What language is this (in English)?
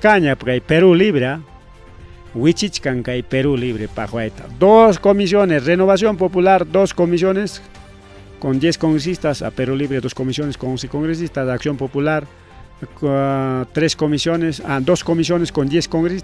Ayacucho Quechua